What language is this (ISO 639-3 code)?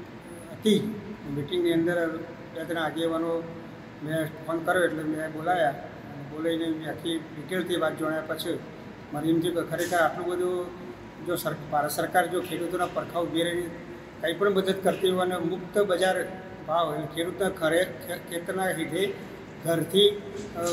guj